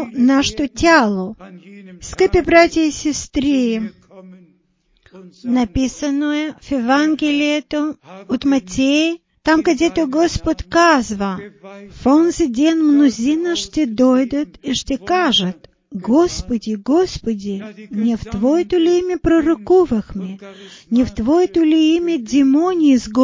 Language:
Bulgarian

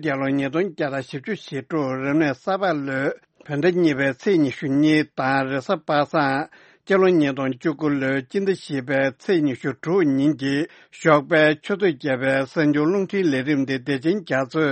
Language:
Tibetan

